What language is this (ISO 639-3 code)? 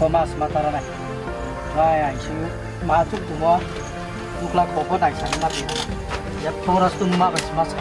ria